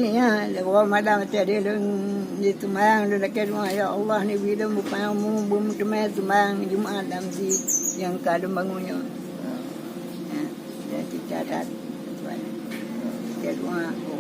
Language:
Achinese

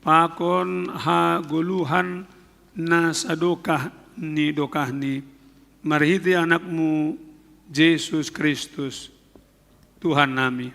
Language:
Batak Simalungun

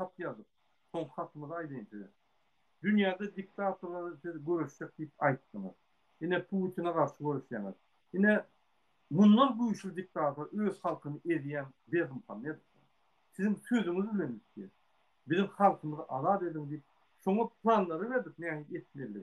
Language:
Turkmen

